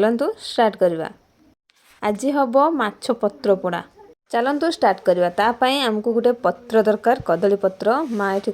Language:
Odia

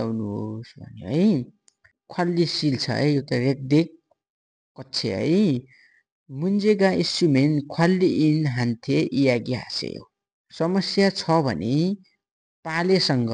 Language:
Nepali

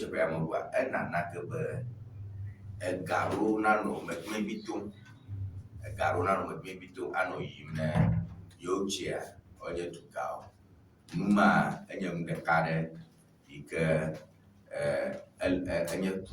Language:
Ewe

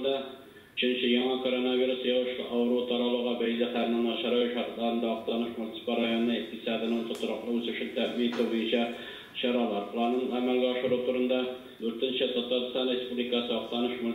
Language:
Tatar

